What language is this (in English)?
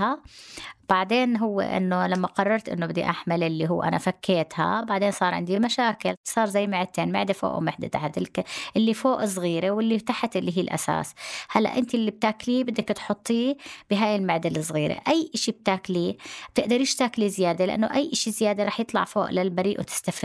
North Levantine Arabic